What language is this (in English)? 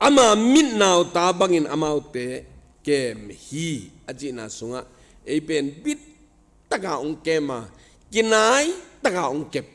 Tedim Chin